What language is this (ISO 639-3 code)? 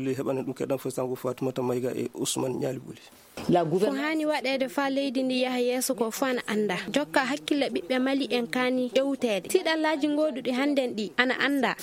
ffm